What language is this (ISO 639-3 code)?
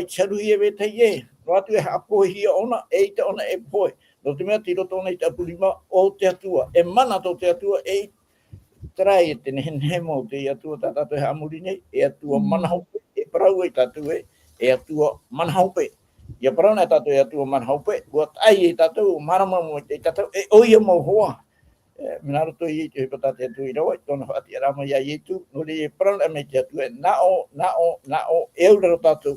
tah